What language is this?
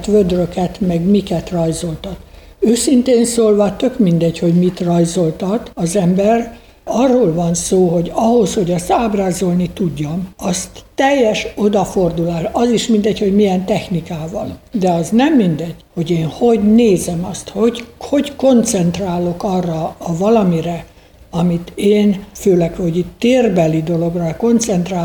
Hungarian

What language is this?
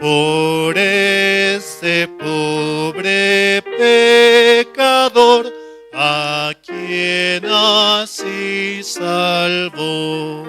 South Bolivian Quechua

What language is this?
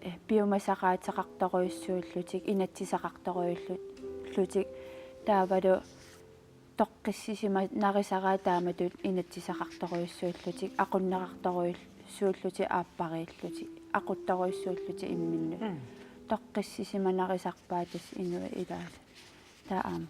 Kalaallisut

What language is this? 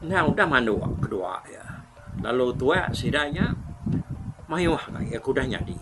Iban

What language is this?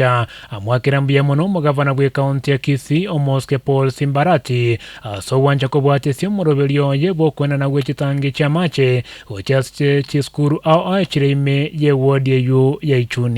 Gusii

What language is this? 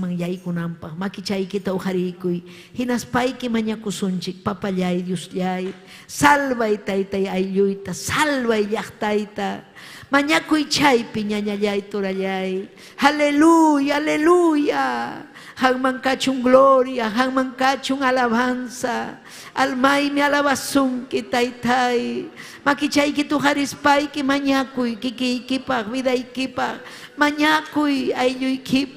Ayacucho Quechua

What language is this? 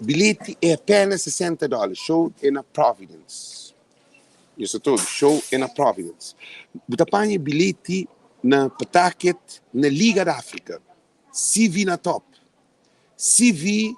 Kabuverdianu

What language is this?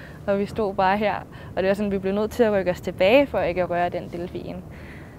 Danish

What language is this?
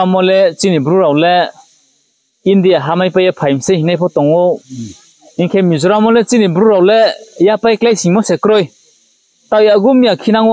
Riang (India)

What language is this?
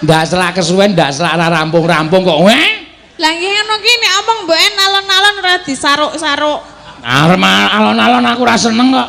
Javanese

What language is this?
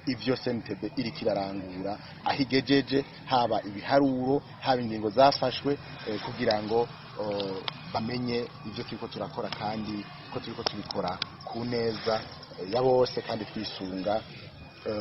Rundi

